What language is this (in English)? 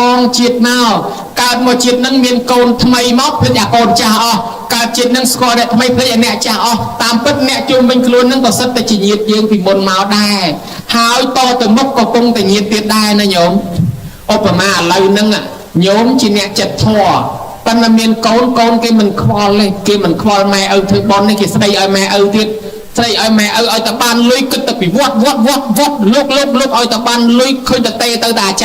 Khmer